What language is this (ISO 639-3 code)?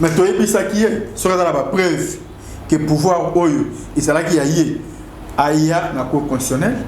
lin